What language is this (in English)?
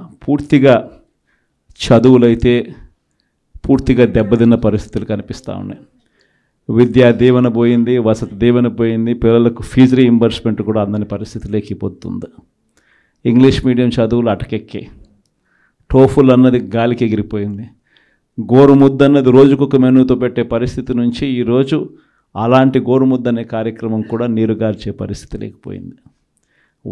Telugu